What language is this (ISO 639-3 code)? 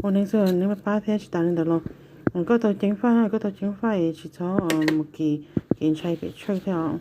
hmn